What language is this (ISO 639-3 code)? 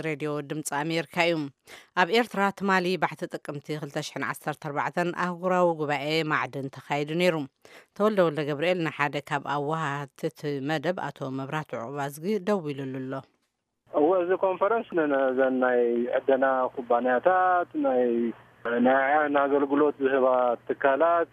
tir